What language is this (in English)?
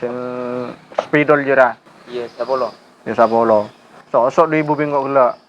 Madurese